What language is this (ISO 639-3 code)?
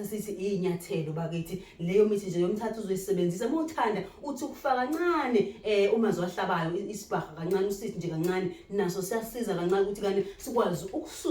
zul